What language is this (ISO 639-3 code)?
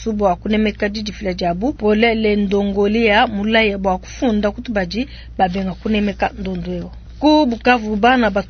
lua